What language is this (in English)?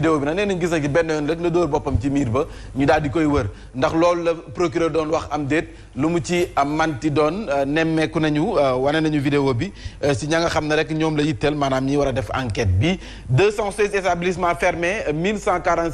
Wolof